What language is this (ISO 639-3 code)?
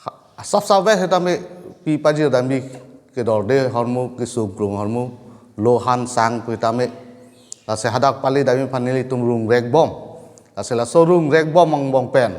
mjw